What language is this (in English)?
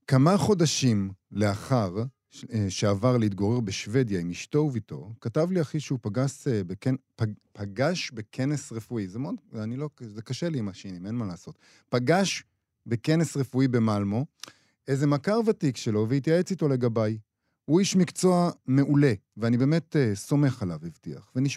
Hebrew